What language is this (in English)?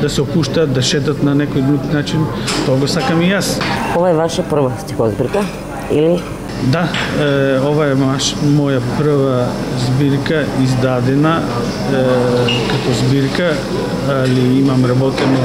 Macedonian